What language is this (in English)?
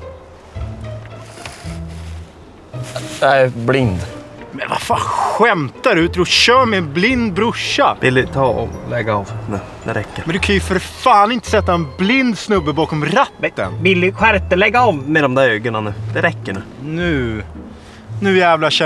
Swedish